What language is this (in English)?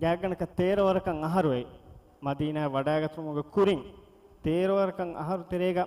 Divehi